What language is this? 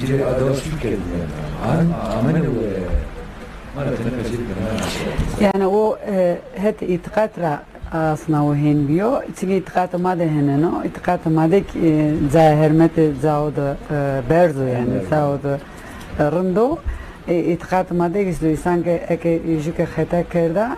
Zaza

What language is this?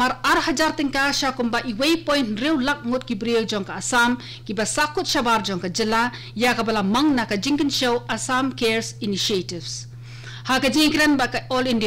Khasi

